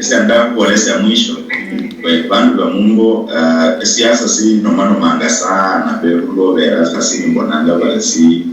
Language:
Luyia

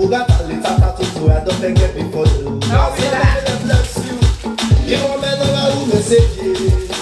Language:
Nigerian Pidgin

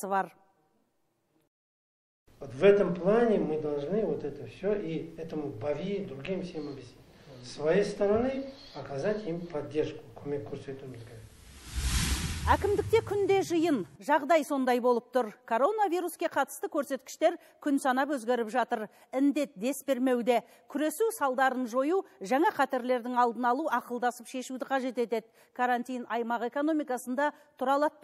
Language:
Kazakh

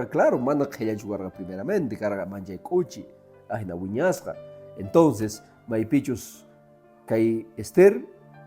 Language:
Quechua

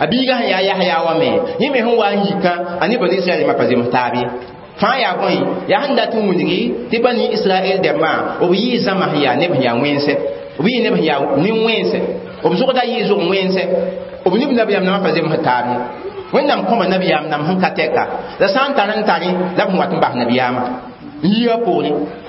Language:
Mossi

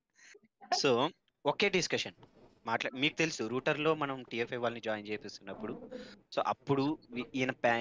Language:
Telugu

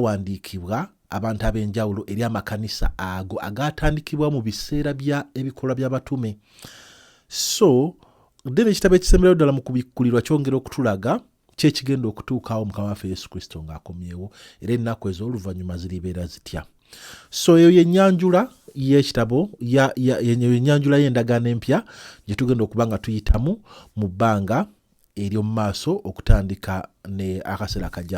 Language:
Ganda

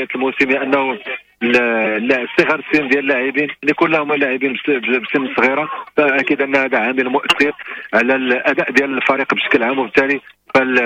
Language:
Moroccan Arabic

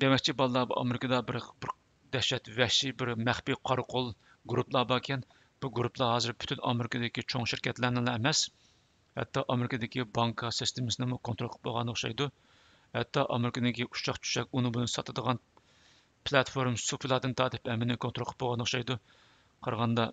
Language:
Uyghur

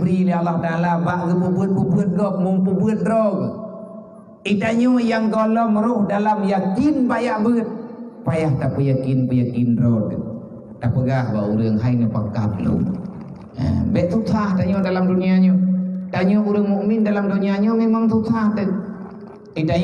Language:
Achinese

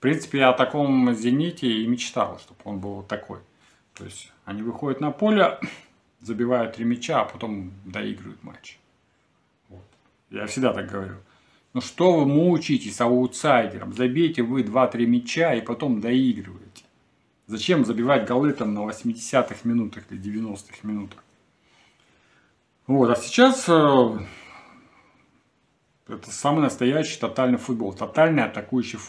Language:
Russian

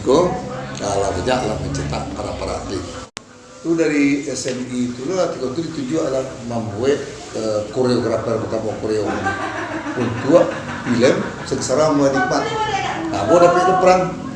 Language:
Minangkabau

